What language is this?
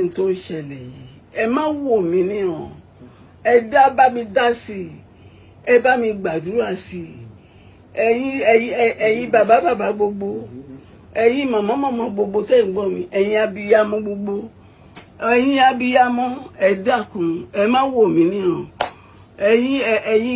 Yoruba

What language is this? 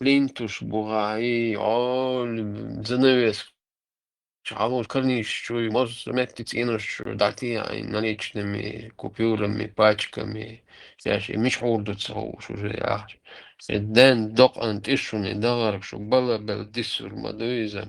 Chechen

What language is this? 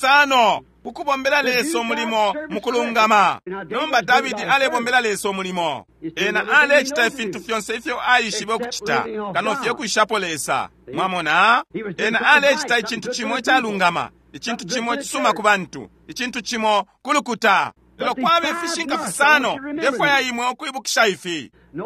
Bemba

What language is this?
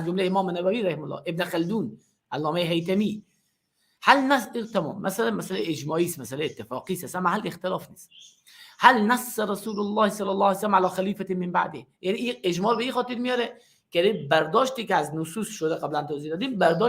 Persian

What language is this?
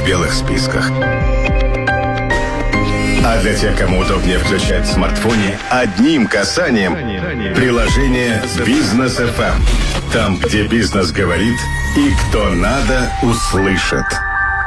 Russian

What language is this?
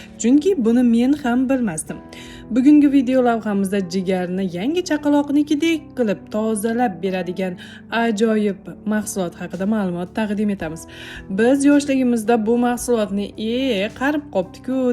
Uzbek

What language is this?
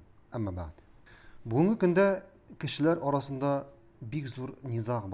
Tatar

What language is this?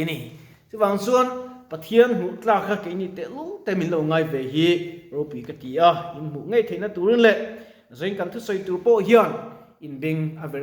Mizo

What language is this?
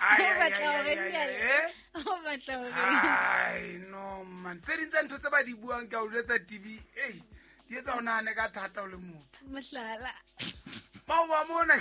Southern Sotho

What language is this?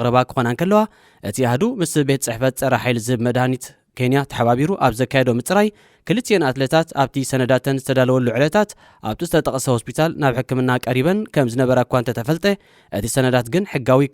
Tigrinya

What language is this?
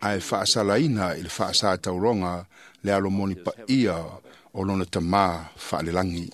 Samoan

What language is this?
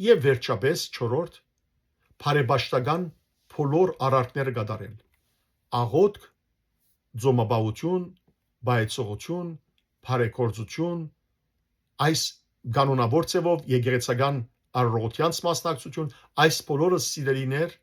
Western Armenian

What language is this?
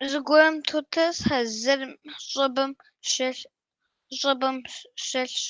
Kabardian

